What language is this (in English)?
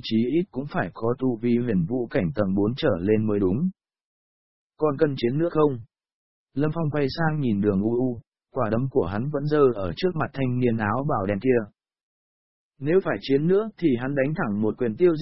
Vietnamese